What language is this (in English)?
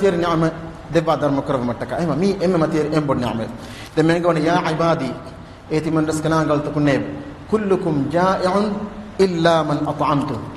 Divehi